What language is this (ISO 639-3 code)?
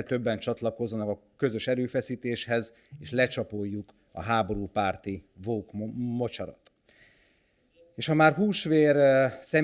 hun